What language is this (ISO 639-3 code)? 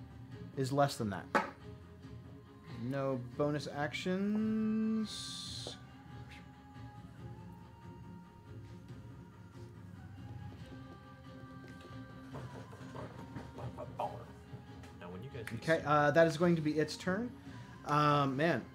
eng